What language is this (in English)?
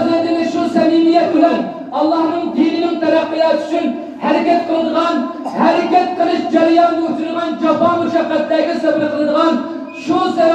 Uyghur